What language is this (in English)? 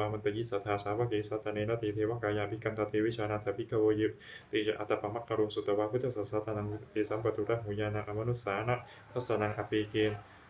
Pali